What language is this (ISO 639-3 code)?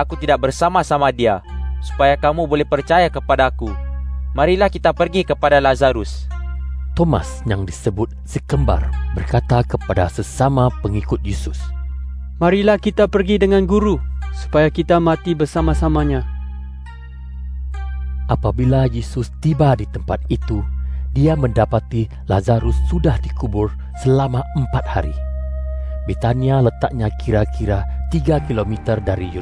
msa